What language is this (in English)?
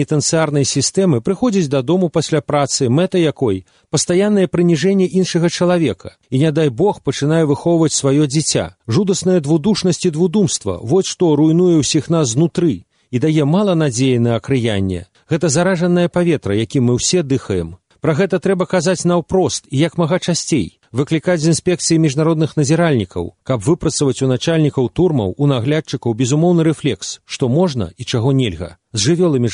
Belarusian